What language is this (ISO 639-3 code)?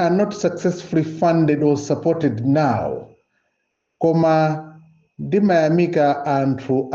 nya